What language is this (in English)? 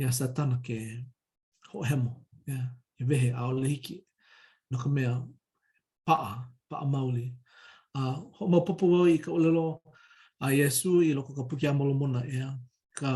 Hawaiian